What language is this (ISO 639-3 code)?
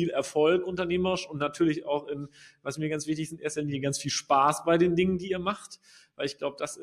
deu